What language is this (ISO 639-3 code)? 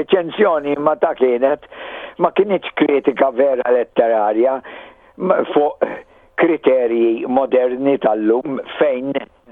mlt